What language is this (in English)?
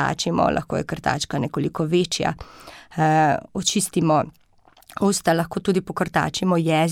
Slovenian